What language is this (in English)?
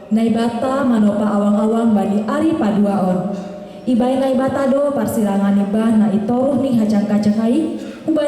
Batak Simalungun